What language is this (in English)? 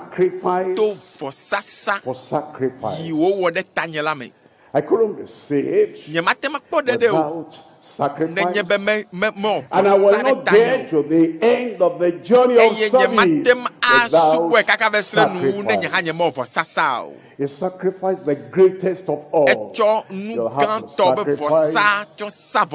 Ewe